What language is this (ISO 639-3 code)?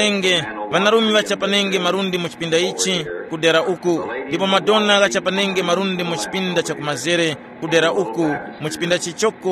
tum